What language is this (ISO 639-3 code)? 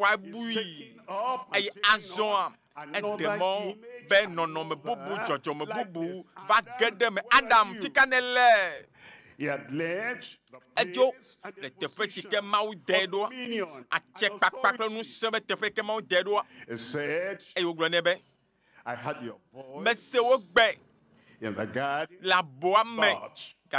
ewe